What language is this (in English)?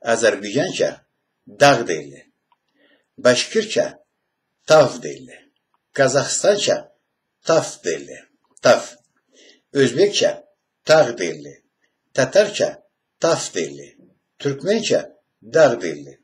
Karachay-Balkar